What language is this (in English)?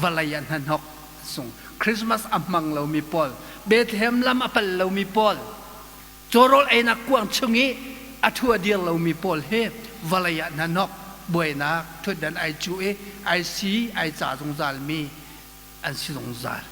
Hakha Chin